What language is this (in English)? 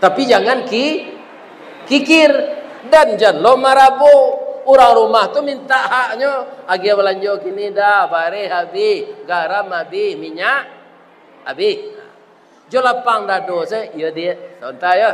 Minangkabau